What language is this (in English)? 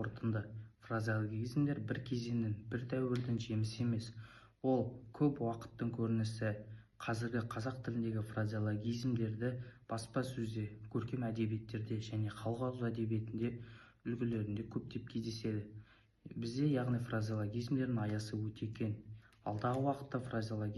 Kazakh